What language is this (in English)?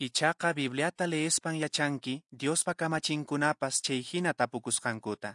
Quechua